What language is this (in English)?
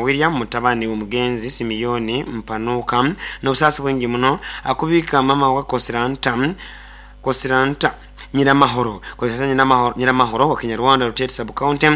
Nyoro